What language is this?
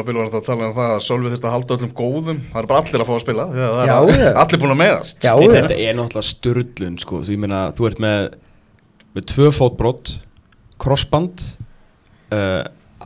Icelandic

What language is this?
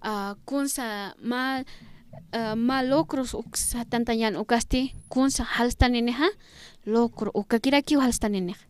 Aymara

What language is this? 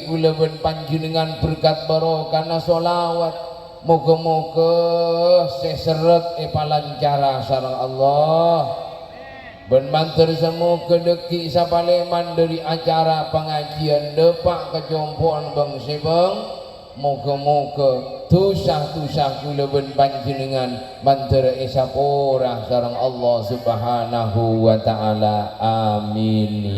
Madurese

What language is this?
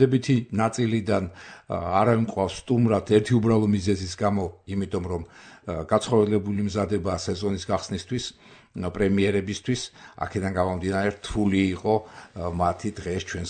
Georgian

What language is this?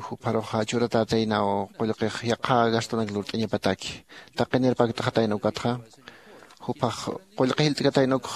Aymara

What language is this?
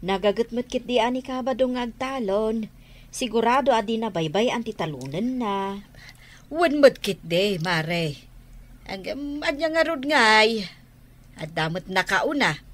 Iloko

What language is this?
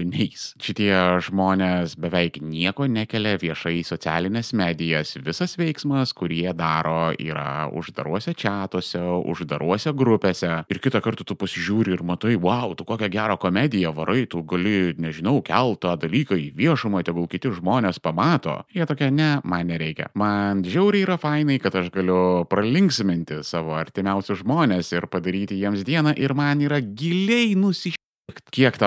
Lithuanian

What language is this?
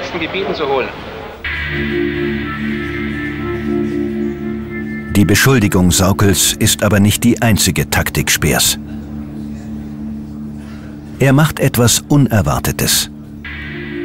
German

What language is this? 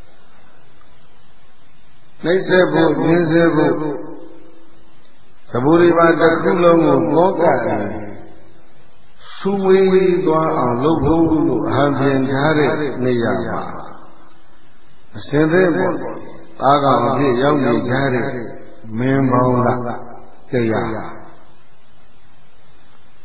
Burmese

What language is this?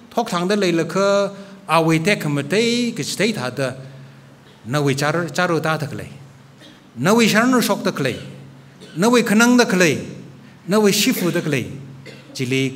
Tangkhul Naga (India)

